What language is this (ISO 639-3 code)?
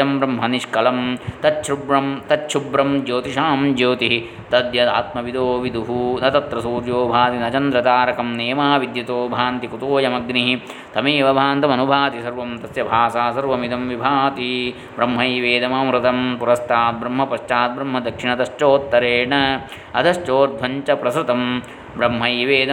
san